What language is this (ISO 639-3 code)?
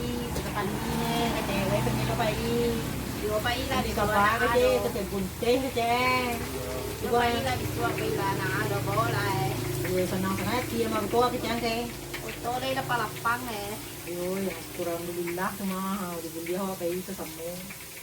min